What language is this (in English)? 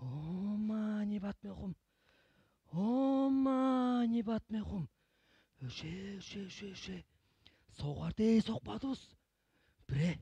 Tuvinian